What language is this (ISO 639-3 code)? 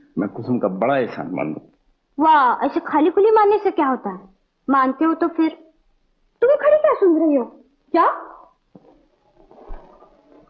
hin